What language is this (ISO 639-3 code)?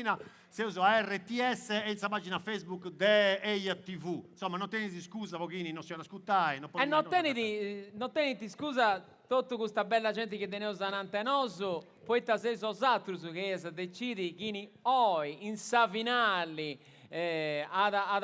srd